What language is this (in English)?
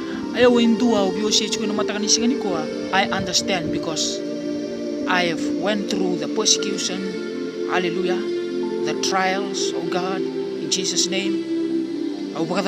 Fijian